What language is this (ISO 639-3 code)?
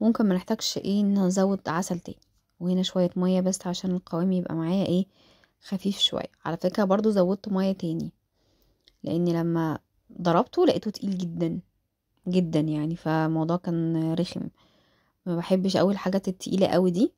arz